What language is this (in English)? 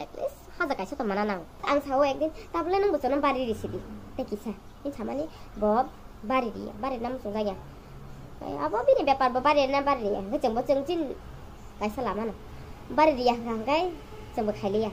Kok Borok